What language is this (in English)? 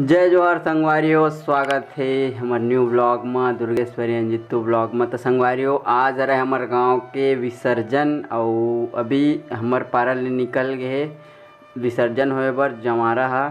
Chhattisgarhi